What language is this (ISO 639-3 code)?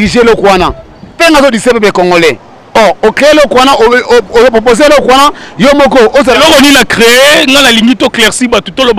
lin